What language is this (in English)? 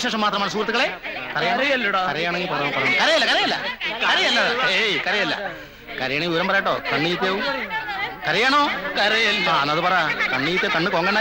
Malayalam